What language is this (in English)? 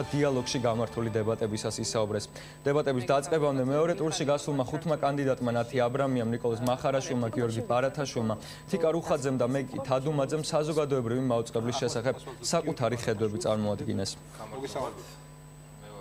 Georgian